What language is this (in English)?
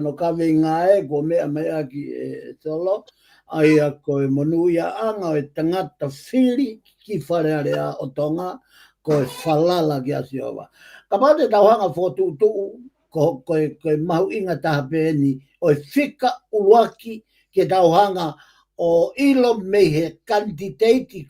Tongan